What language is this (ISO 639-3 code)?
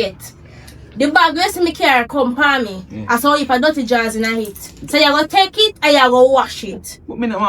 jam